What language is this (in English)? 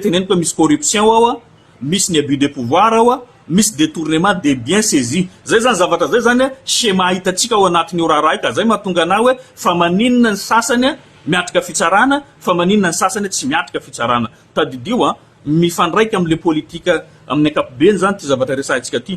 Malagasy